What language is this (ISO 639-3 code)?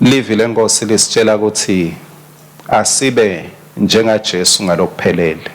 ssw